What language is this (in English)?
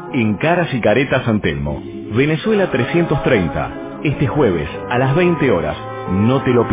Spanish